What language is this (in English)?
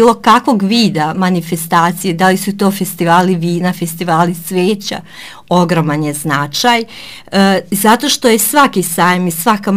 Serbian